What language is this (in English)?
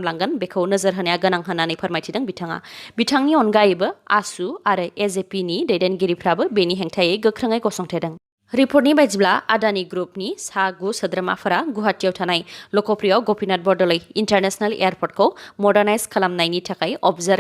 Bodo